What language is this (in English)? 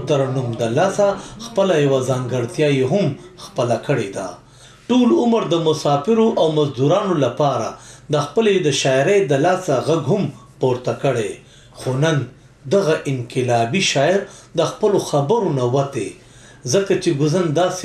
Pashto